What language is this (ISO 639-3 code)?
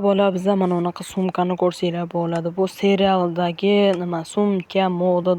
uzb